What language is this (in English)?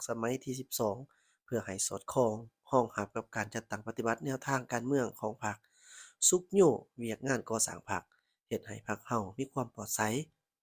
Lao